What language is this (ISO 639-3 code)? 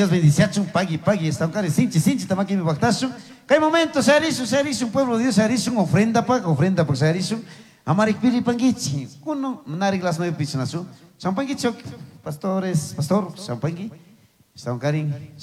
qug